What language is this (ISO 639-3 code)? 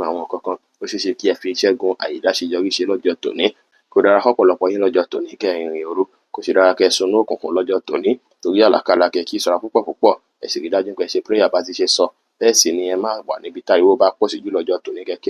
yor